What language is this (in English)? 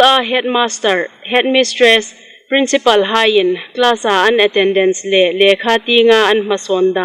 Hmar